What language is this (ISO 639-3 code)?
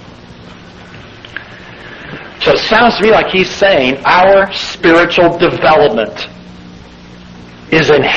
eng